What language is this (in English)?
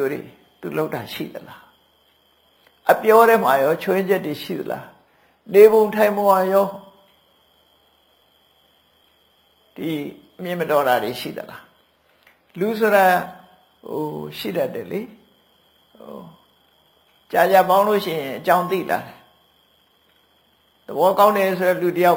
Burmese